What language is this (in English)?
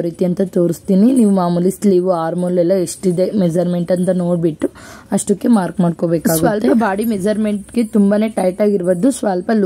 Kannada